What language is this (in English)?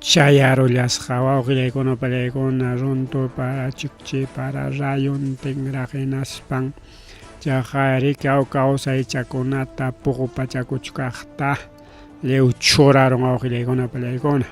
Ayacucho Quechua